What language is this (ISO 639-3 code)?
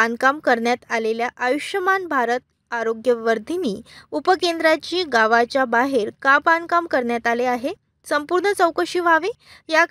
mar